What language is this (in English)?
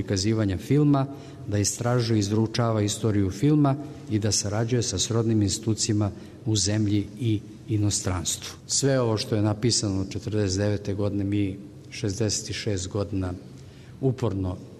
Serbian